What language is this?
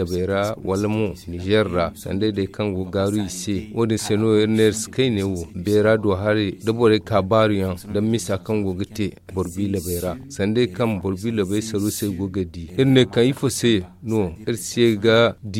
Zarma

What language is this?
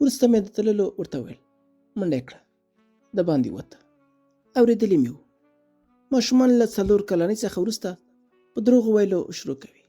Pashto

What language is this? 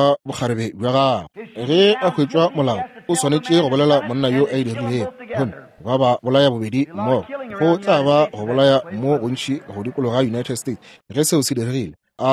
Northern Sotho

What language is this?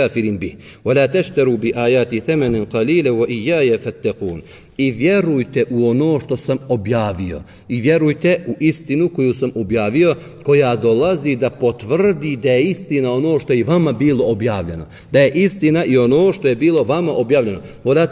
Bosnian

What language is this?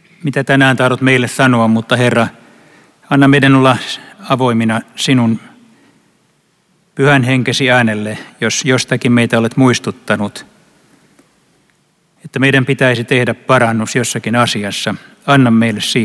Finnish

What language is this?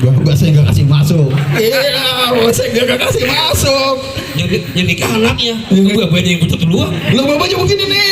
Betawi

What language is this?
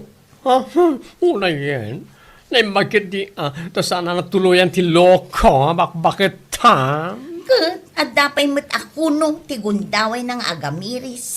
Iloko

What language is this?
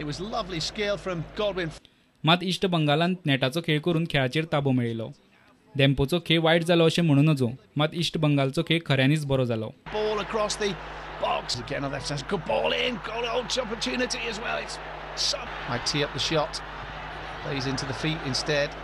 Konkani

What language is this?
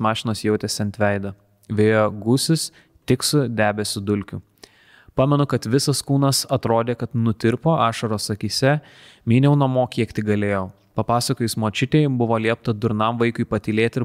Lithuanian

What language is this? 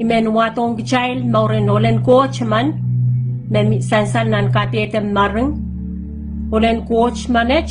Pohnpeian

